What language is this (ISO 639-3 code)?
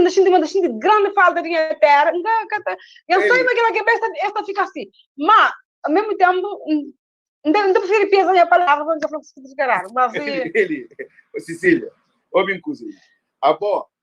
kea